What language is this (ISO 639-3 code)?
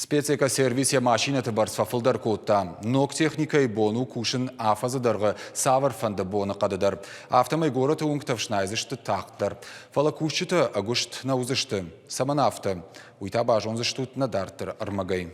oss